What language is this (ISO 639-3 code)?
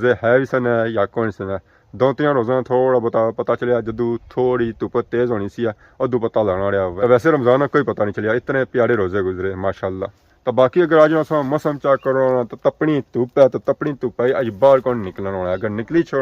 phr